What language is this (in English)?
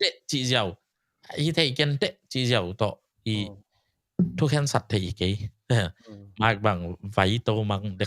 Tedim Chin